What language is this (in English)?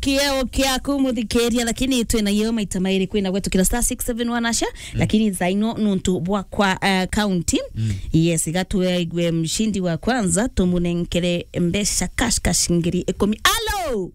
Meru